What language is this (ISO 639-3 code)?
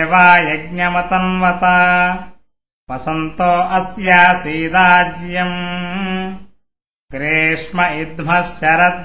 san